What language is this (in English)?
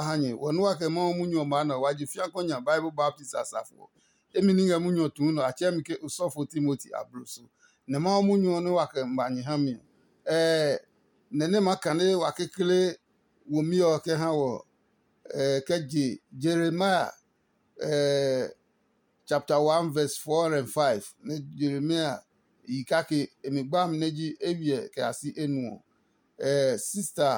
Adangme